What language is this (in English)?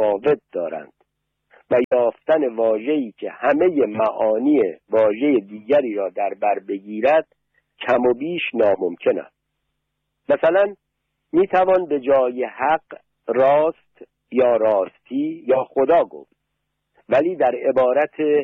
Persian